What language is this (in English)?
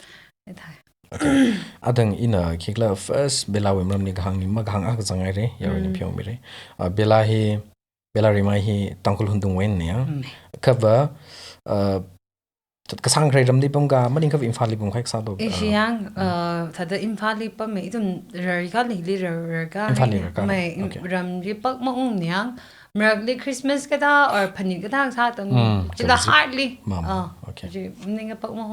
Tangkhul Naga (India)